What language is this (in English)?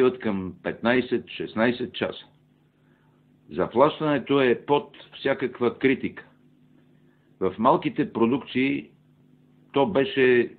Bulgarian